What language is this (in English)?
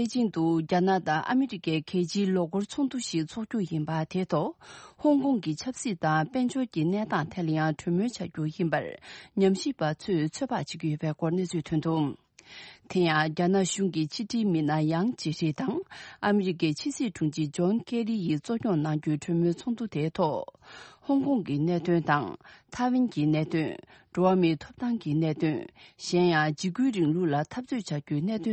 Tibetan